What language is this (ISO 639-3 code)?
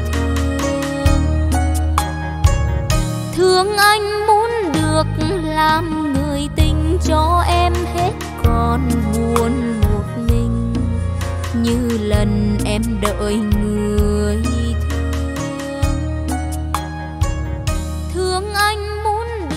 vie